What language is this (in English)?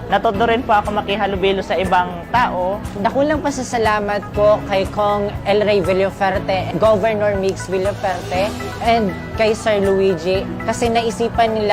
Bikol